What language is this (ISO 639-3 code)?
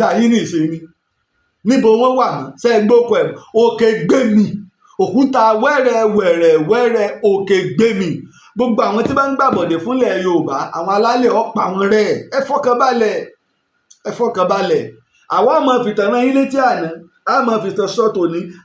yor